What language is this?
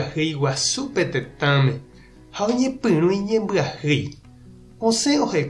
Guarani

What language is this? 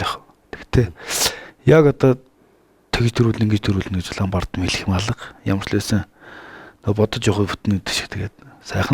Mongolian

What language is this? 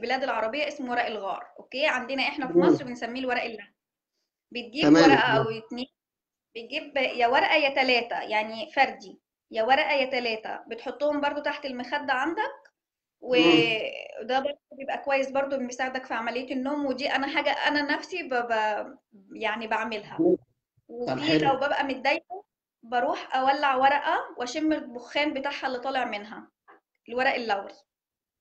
Egyptian Arabic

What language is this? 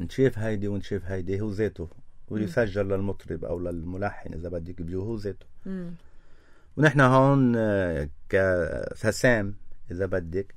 North Levantine Arabic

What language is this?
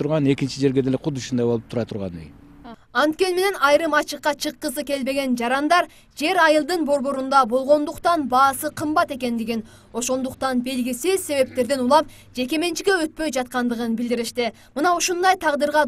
Kyrgyz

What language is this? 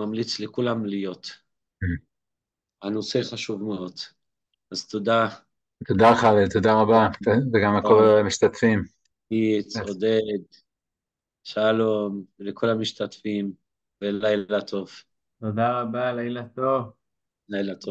Hebrew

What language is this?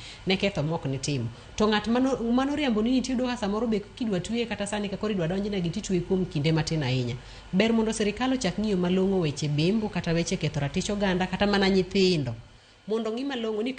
Luo (Kenya and Tanzania)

